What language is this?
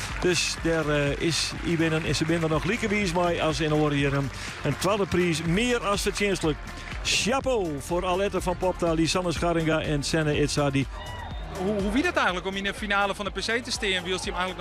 Western Frisian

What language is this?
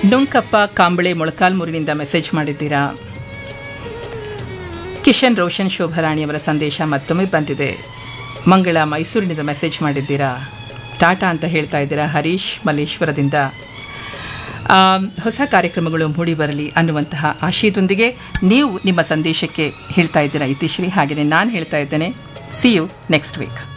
Kannada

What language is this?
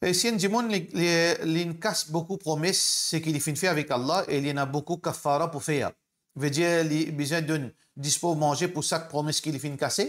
Morisyen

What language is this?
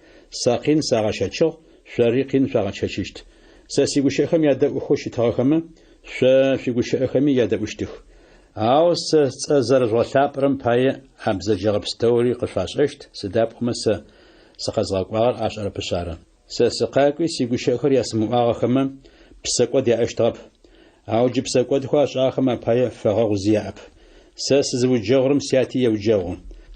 Adyghe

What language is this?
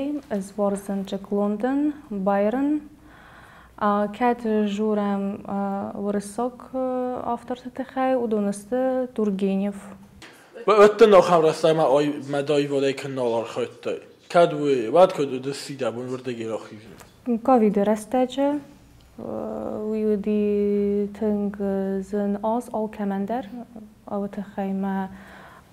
Ossetic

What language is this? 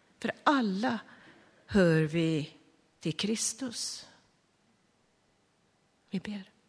Swedish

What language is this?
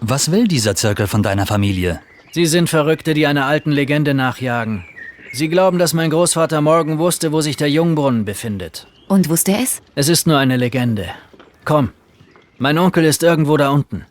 Bavarian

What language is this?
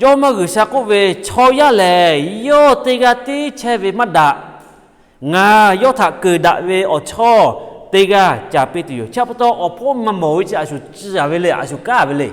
Lahu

